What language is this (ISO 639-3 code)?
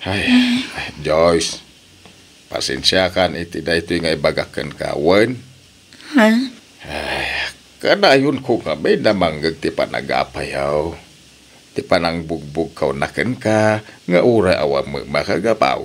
ilo